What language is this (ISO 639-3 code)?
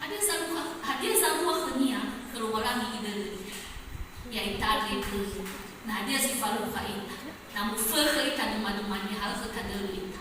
nia